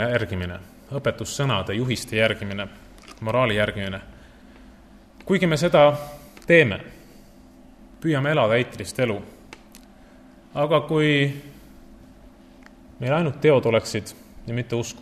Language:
Estonian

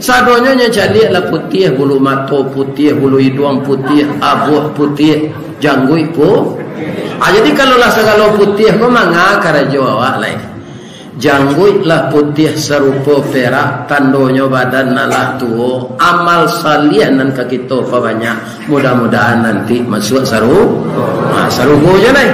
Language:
Minangkabau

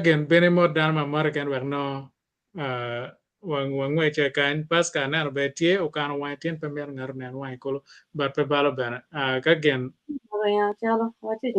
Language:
Acoli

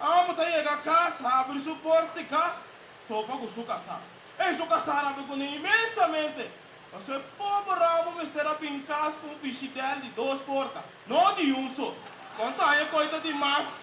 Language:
Papiamento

